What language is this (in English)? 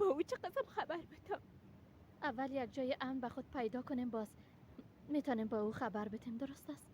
Persian